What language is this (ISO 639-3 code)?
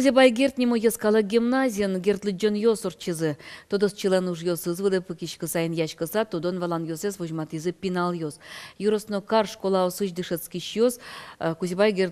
udm